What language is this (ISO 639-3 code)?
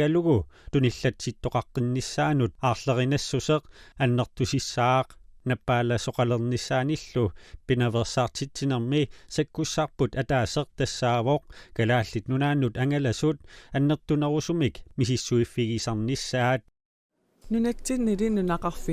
kal